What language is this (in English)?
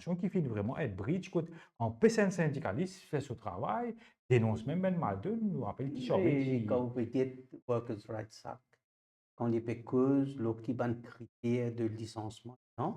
Morisyen